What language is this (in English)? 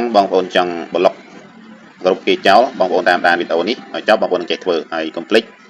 Khmer